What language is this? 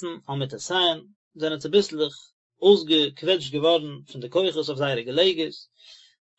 Yiddish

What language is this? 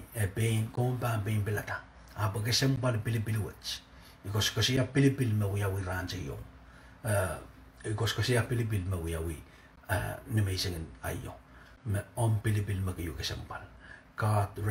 Pohnpeian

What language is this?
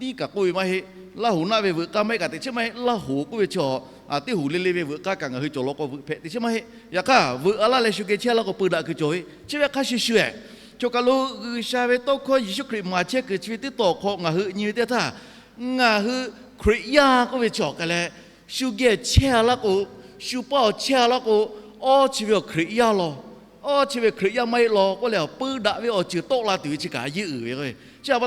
Lahu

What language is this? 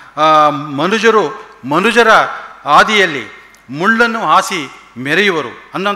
Kannada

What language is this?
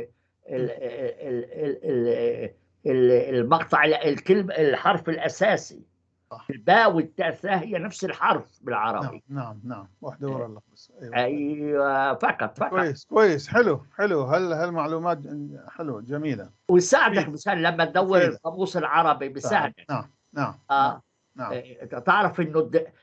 North Levantine Arabic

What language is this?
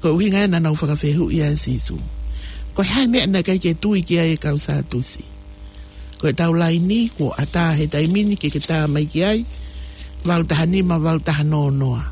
Tongan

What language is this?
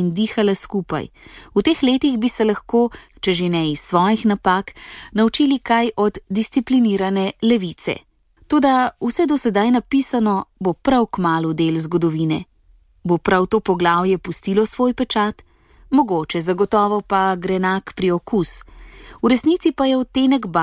Slovenian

